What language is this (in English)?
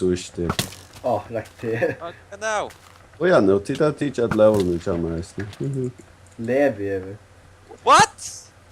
Faroese